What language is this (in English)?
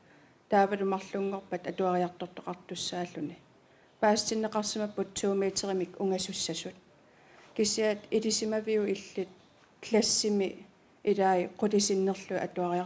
Kalaallisut